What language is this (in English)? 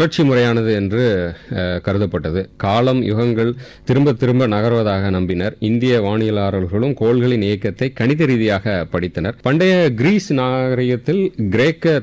Tamil